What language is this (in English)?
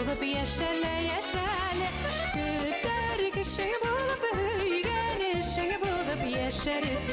Bashkir